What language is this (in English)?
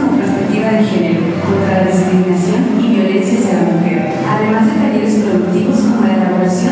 Spanish